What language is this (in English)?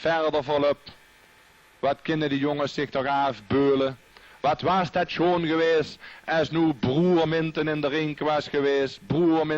Limburgish